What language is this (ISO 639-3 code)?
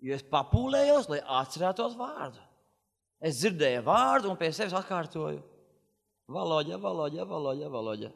lav